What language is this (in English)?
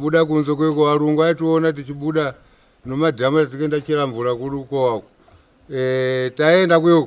Shona